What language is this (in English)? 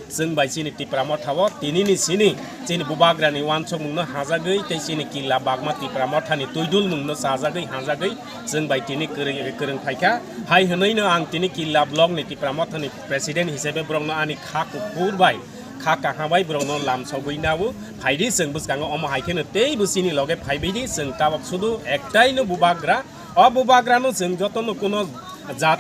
Kok Borok